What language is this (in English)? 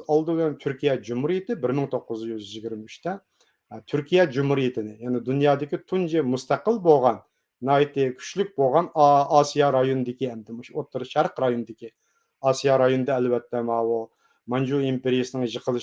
Uyghur